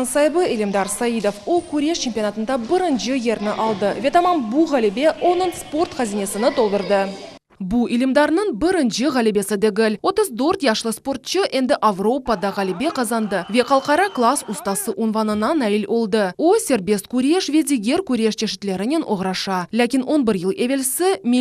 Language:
Crimean Tatar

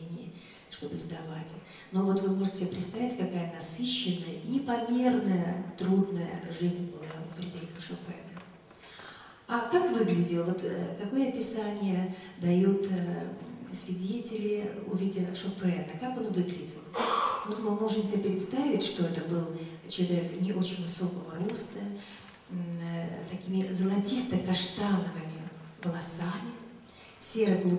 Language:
Russian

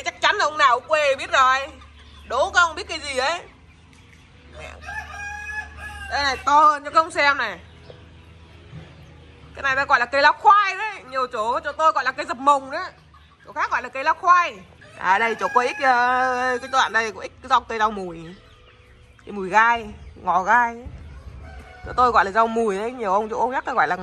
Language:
Vietnamese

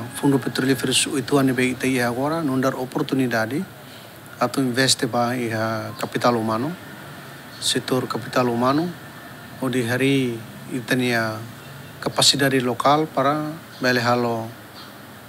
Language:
Tetum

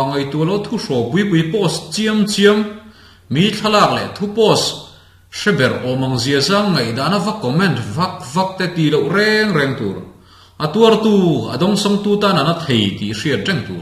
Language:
Mizo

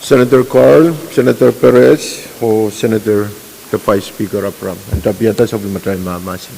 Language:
Pohnpeian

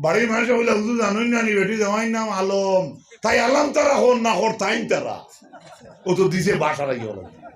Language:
Sylheti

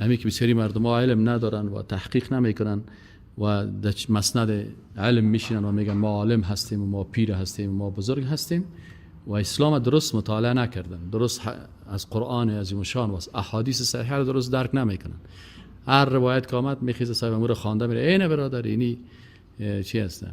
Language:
Persian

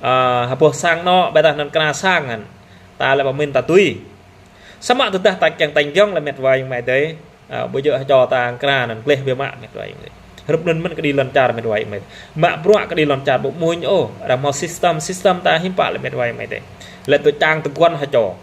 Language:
Jarai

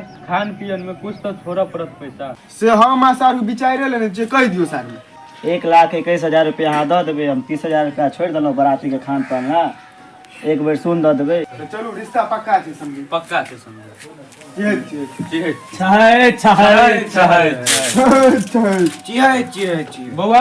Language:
Maithili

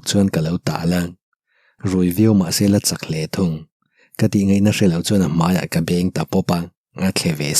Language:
Mizo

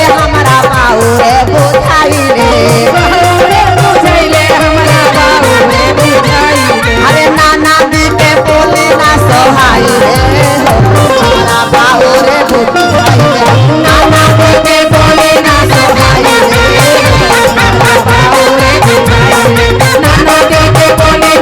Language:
Magahi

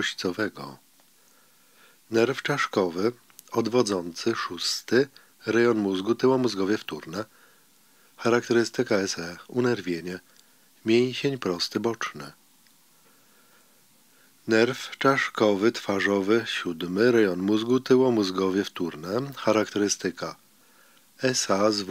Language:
Polish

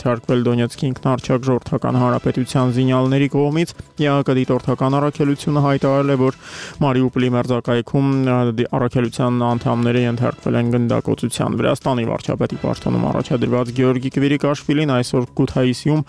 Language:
Armenian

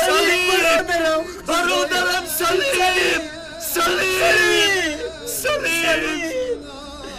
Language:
Tajik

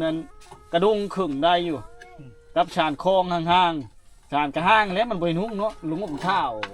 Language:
Lao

